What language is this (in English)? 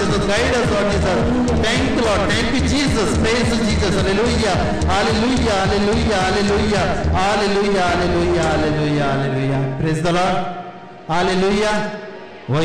Konkani